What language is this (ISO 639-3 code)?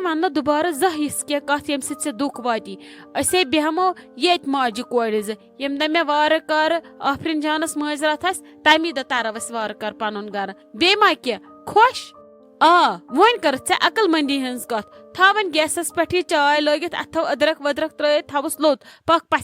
kas